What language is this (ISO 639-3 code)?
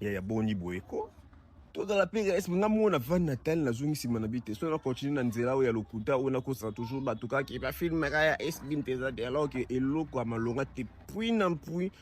lin